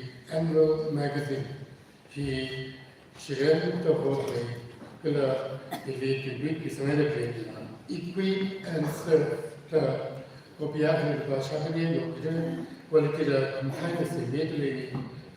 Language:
Tangkhul Naga (India)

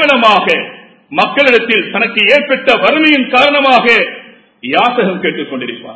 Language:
Tamil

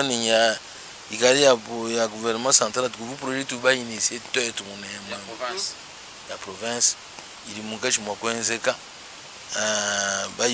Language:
Luba-Lulua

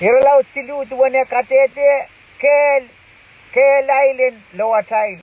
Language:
Pohnpeian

